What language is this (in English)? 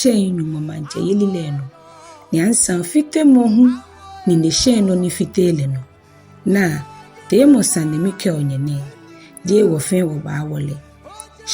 Ga